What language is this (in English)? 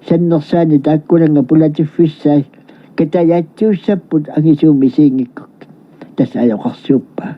Kalaallisut